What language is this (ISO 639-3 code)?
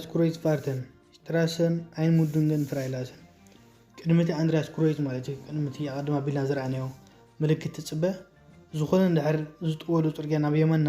tir